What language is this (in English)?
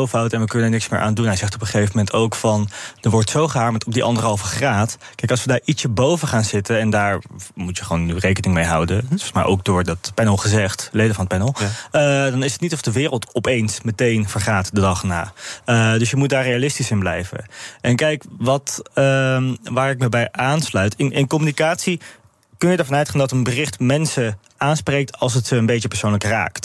Dutch